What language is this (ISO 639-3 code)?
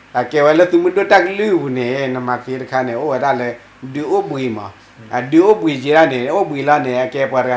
ksw